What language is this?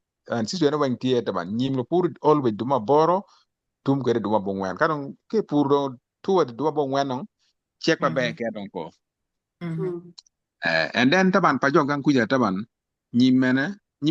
Acoli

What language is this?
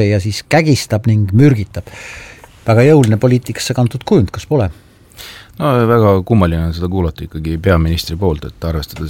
Estonian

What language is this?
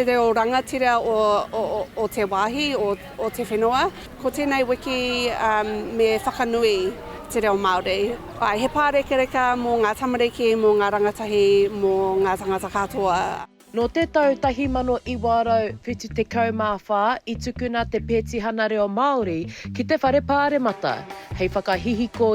Māori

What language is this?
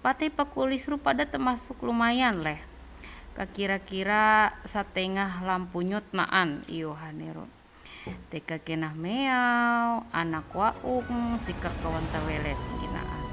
Ma'anyan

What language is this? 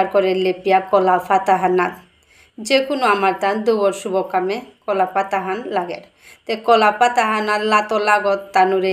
Bishnupriya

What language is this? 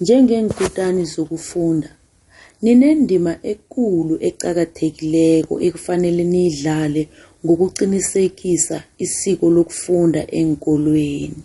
South Ndebele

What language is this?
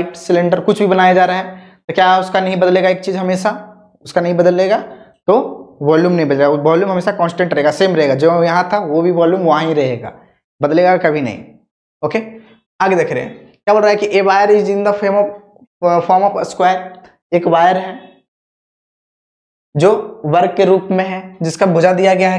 Hindi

